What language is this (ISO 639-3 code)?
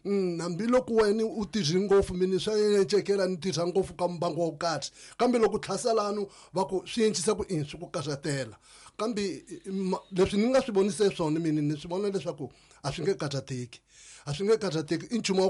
tso